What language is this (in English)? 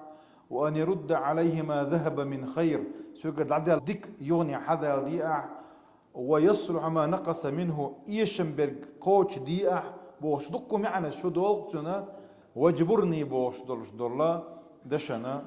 Chechen